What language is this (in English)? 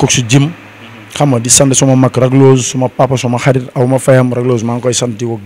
Wolof